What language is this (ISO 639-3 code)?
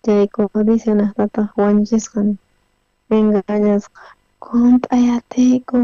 quh